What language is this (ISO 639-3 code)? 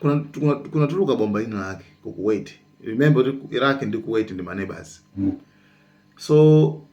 nya